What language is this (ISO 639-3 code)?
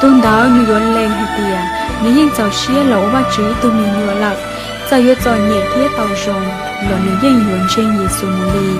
hmn